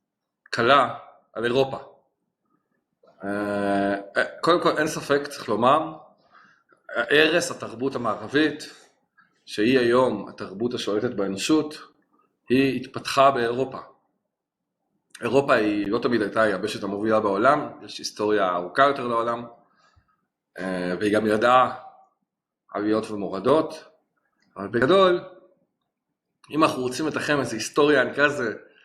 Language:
Hebrew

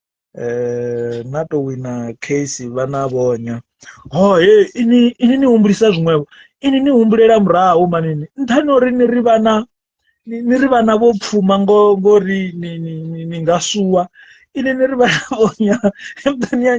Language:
Venda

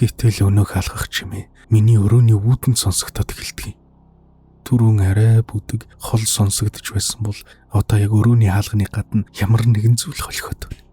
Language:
Mongolian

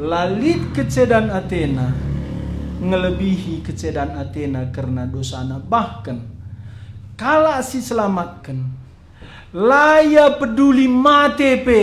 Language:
Batak Karo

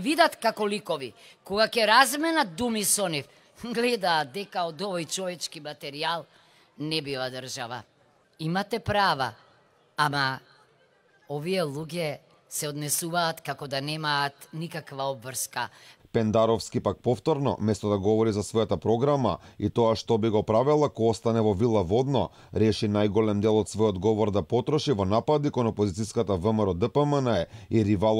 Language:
Macedonian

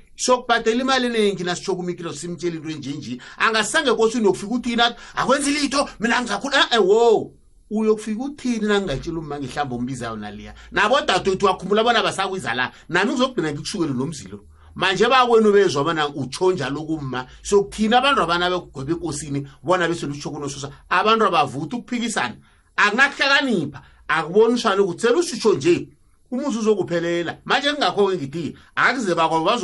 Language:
South Ndebele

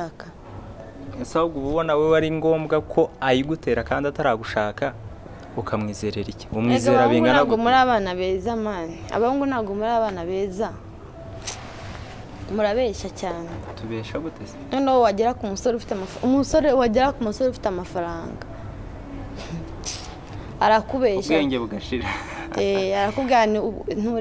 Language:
Kinyarwanda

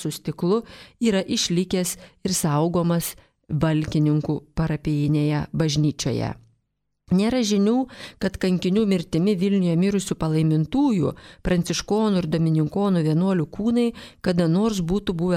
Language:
Lithuanian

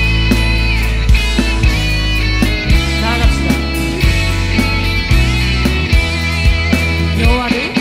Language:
Korean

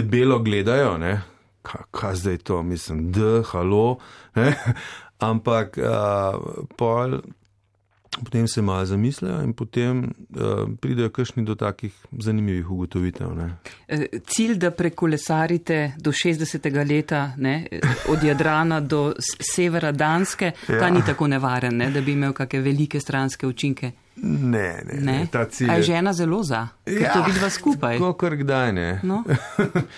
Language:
Slovenian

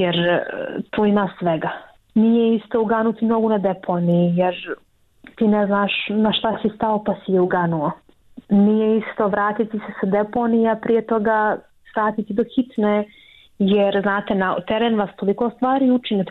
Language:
Bosnian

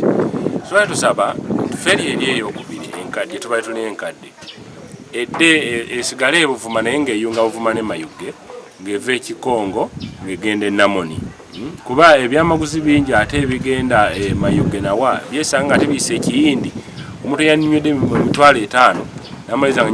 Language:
Ganda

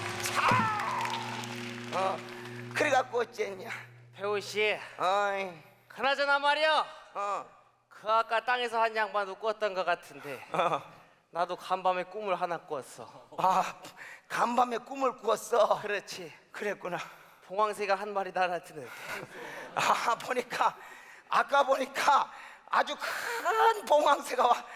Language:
Korean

